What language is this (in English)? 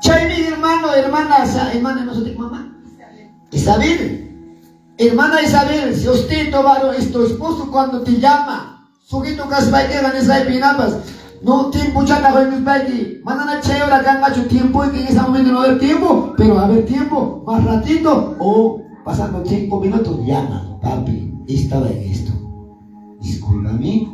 Quechua